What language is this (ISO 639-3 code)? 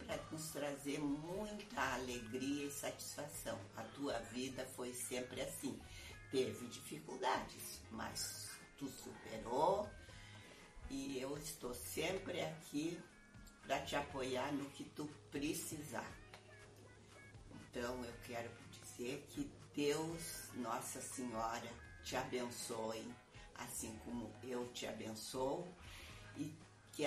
por